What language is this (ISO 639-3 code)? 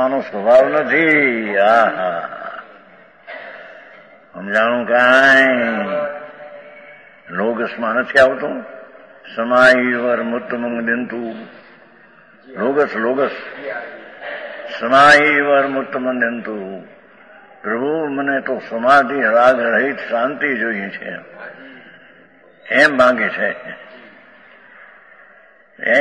guj